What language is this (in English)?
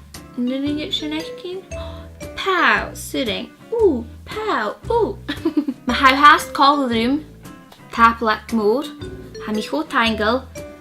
Scottish Gaelic